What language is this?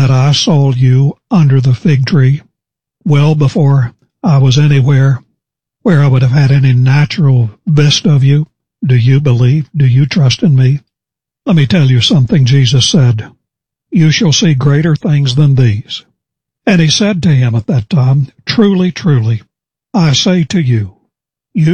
English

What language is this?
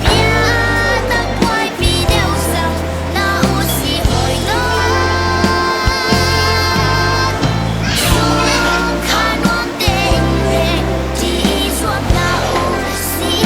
Hakha Chin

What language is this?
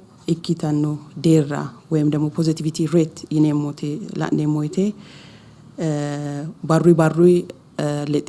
Sidamo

